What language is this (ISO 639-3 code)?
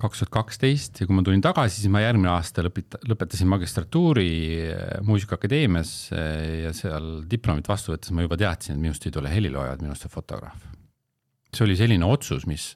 est